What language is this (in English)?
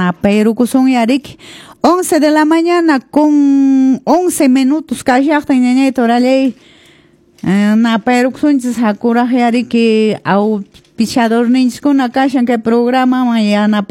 Quechua